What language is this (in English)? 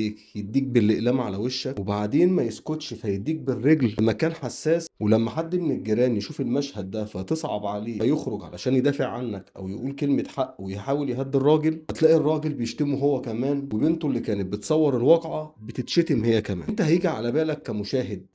Egyptian Arabic